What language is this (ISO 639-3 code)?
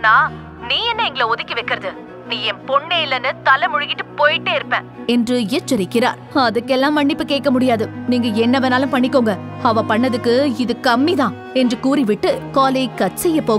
tam